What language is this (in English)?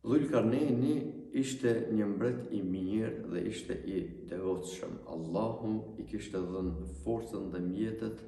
Albanian